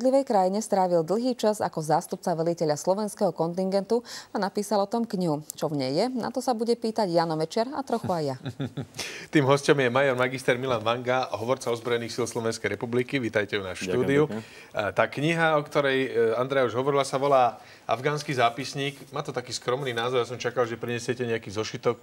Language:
Slovak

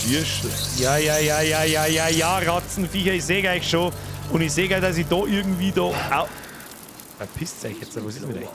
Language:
Bavarian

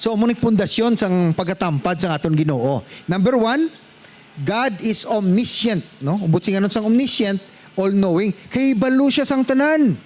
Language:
Hiligaynon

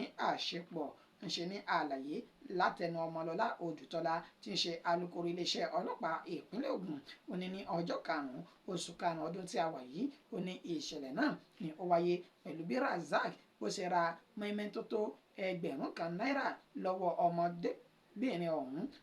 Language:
Yoruba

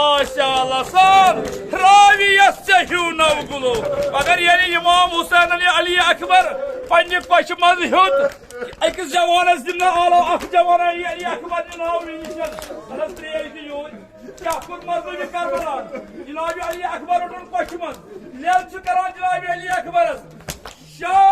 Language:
Kashmiri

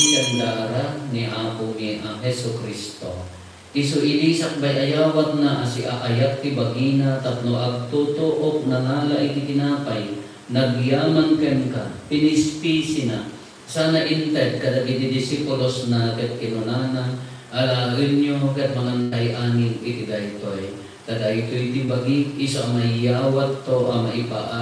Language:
Iloko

